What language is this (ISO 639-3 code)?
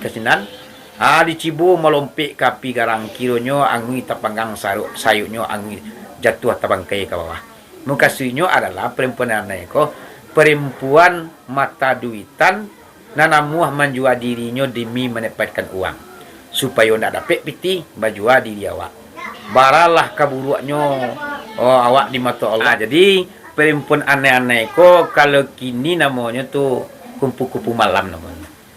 min